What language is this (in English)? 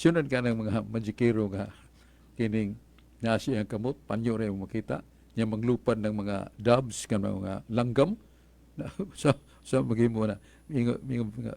Cebuano